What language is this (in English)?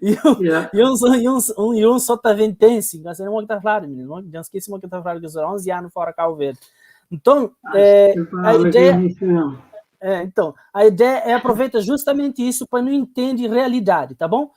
Kabuverdianu